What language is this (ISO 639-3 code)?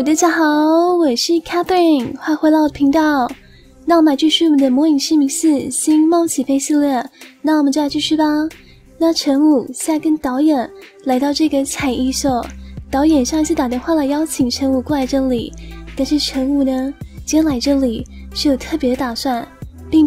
zho